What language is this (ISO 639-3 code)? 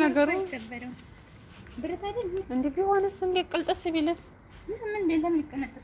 amh